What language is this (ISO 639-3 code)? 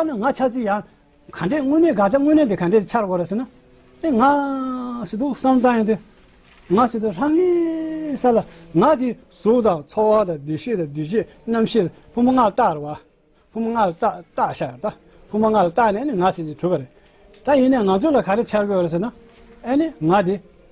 bod